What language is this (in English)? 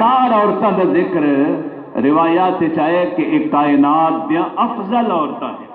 Saraiki